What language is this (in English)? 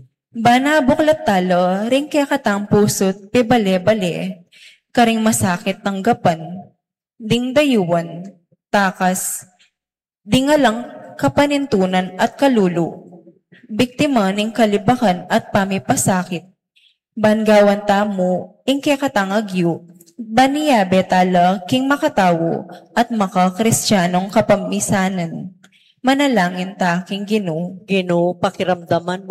Pampanga